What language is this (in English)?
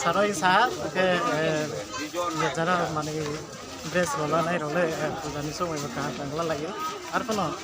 Riang (India)